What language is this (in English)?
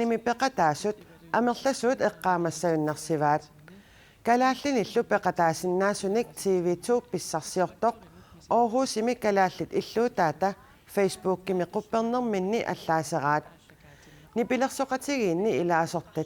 Kalaallisut